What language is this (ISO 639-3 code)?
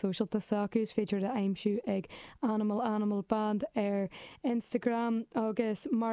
gle